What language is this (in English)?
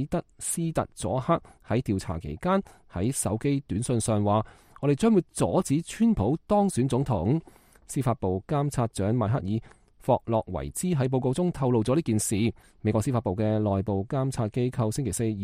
Cantonese